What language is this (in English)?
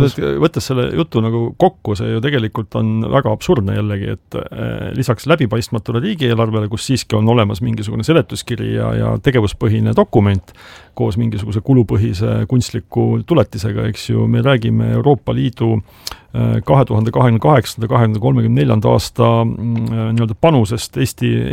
Estonian